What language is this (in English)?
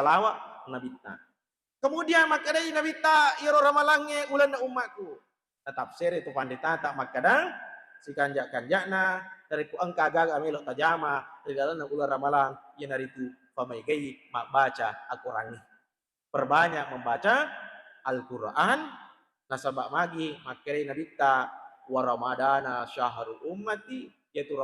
Buginese